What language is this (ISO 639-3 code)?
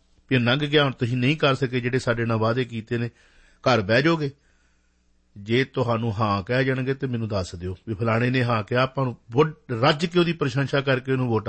pan